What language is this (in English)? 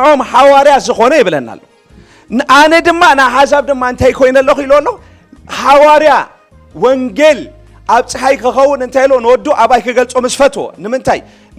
Tigrinya